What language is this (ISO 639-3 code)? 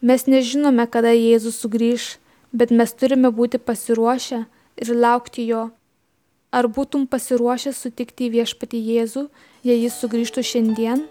lit